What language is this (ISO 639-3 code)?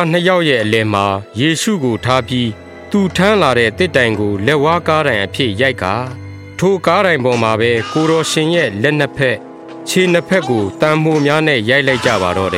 mya